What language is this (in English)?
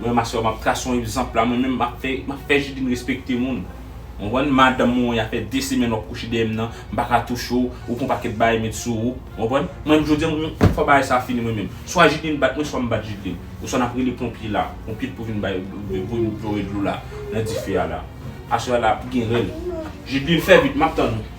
Haitian Creole